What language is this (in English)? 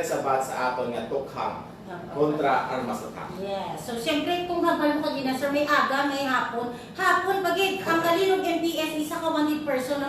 Hiligaynon